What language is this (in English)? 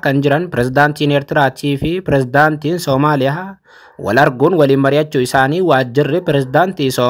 Oromo